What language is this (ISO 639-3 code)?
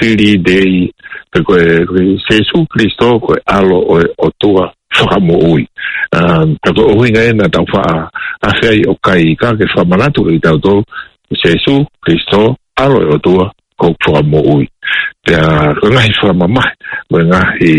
ton